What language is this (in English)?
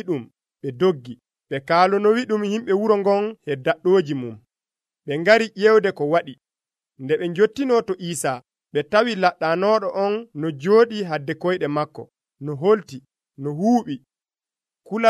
Nigerian Fulfulde